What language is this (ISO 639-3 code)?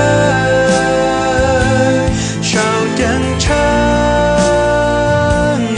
hmn